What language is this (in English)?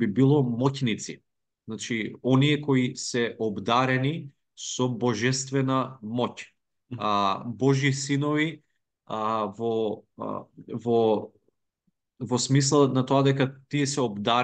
Macedonian